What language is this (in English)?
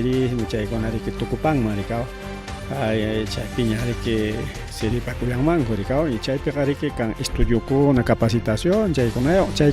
Ayacucho Quechua